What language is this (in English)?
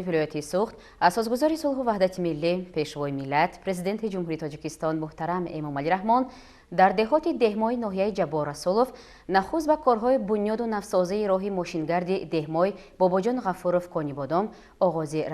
Tajik